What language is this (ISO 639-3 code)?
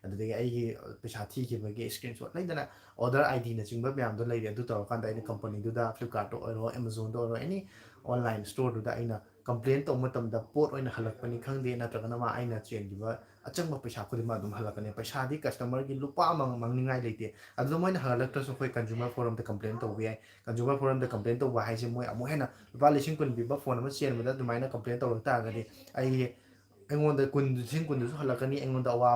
mni